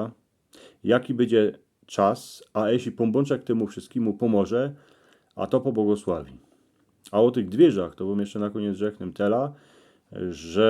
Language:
Silesian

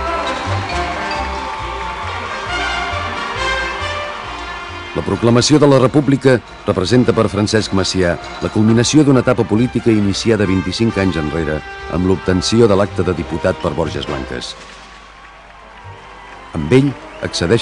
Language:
Catalan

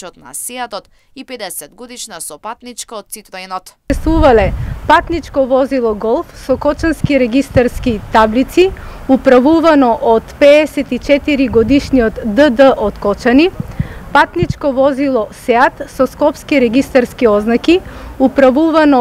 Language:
Macedonian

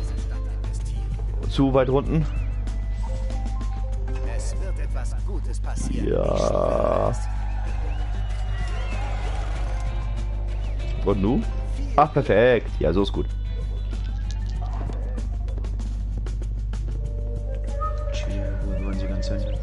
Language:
German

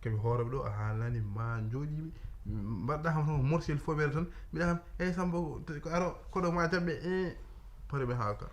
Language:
Fula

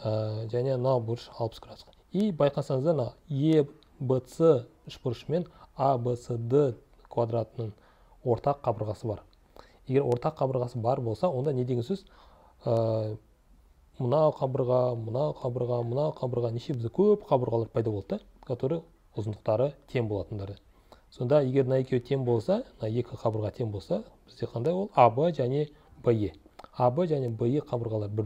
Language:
Kazakh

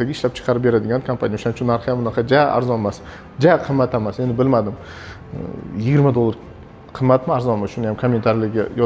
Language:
Uzbek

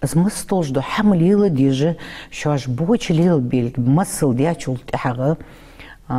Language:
Ingush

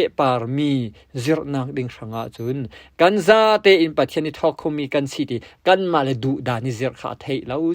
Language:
Falam Chin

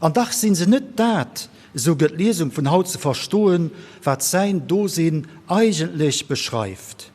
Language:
Luxembourgish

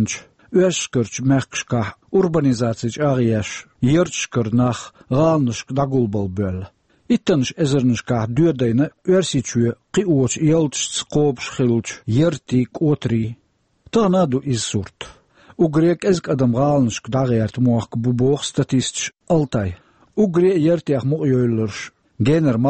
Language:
Chechen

